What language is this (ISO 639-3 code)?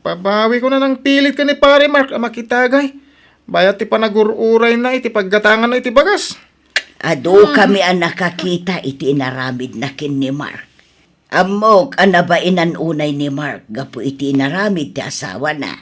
ilo